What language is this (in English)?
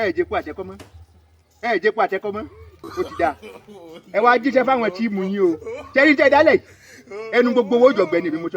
Yoruba